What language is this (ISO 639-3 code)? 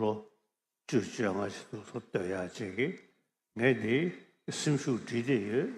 bod